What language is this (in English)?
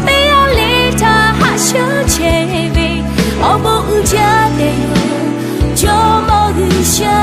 Lahu